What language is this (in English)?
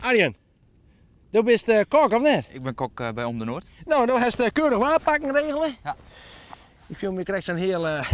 Western Frisian